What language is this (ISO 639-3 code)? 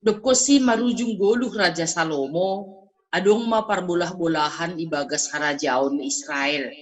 bts